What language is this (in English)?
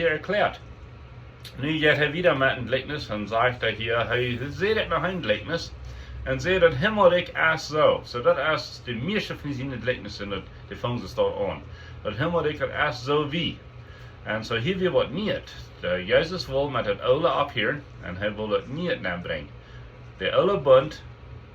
Plautdietsch